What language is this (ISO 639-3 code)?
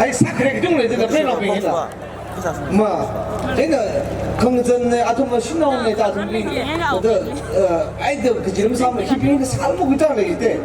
nmf